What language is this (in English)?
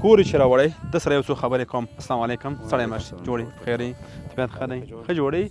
Pashto